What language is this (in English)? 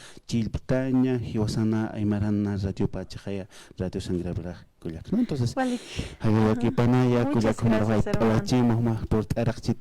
Aymara